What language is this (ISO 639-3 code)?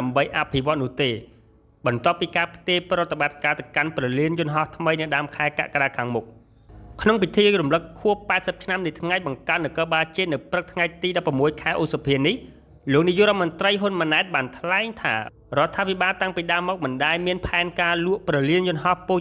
khm